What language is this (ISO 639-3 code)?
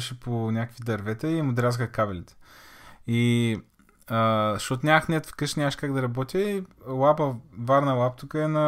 bul